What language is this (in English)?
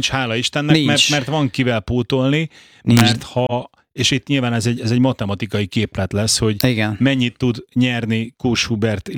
Hungarian